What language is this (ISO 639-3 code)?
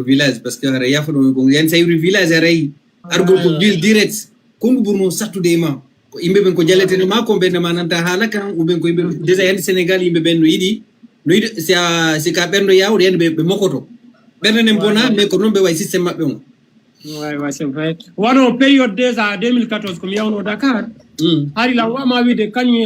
ful